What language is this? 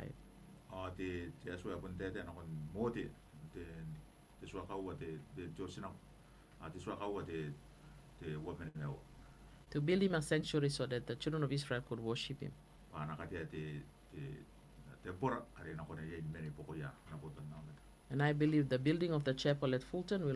Gilbertese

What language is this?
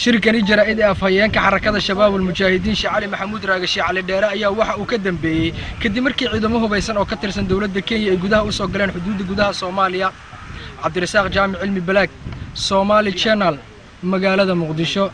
Somali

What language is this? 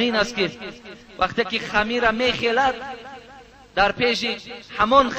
Tajik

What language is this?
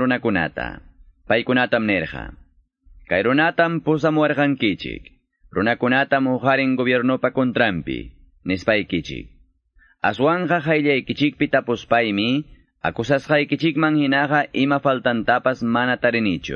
Quechua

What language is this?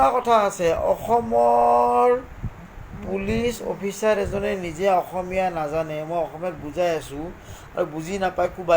Assamese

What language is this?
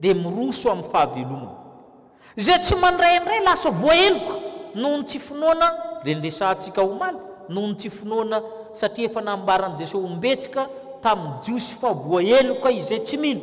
Malagasy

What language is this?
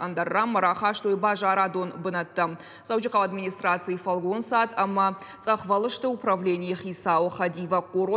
Ossetic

